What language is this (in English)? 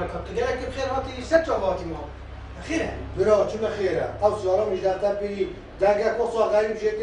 Kurdish